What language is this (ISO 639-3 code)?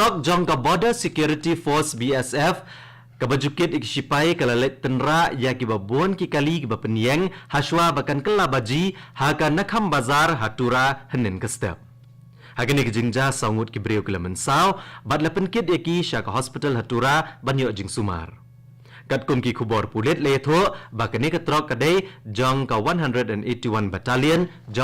kha